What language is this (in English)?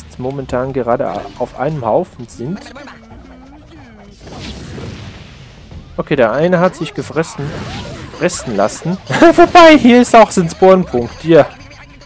German